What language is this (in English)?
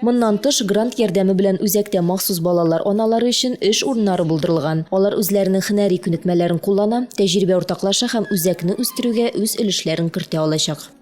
Tatar